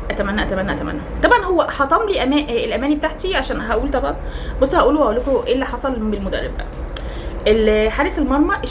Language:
Egyptian Arabic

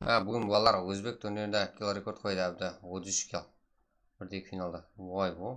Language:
Kara-Kalpak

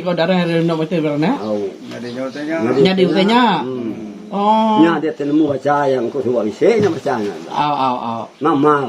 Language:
Iban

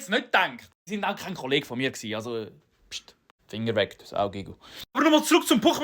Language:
Swiss German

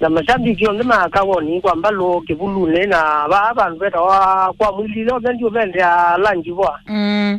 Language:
Kamba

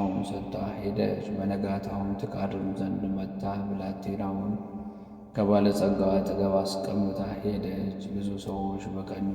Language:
Amharic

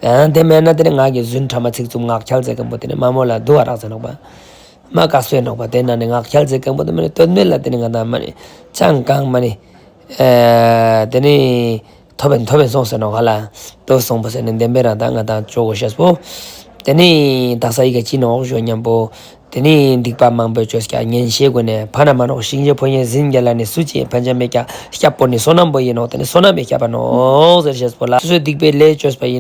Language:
Ladakhi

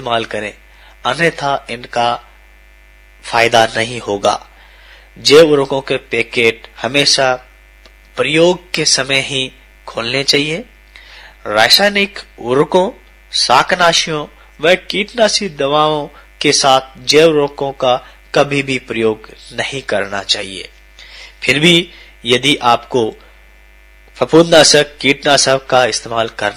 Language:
Hindi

